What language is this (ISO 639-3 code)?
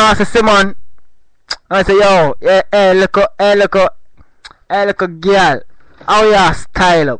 jam